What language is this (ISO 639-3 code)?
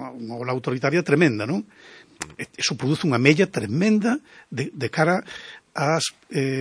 glg